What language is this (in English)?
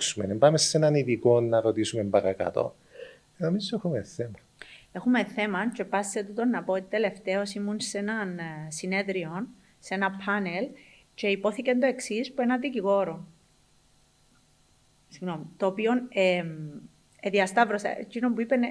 Greek